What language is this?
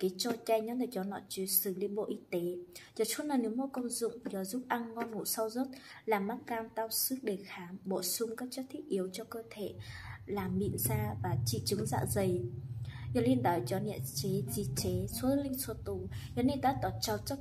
Hmong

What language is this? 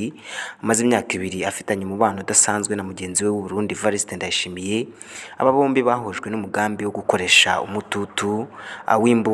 Kinyarwanda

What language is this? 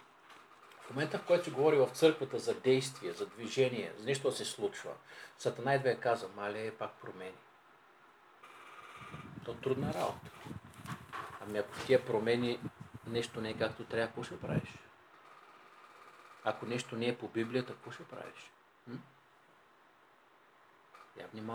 Bulgarian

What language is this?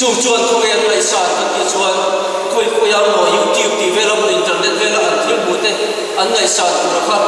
Mizo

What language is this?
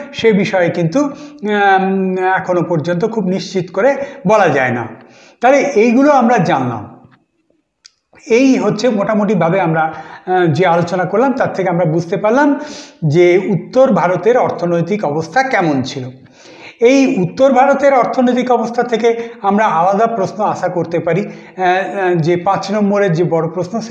Bangla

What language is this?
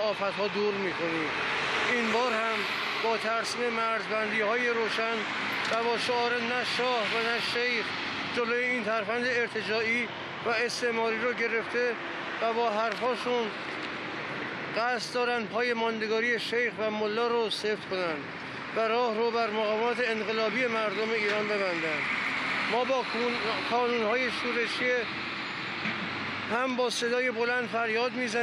Persian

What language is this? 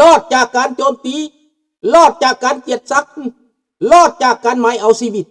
Lao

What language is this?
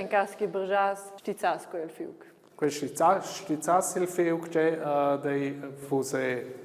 Romansh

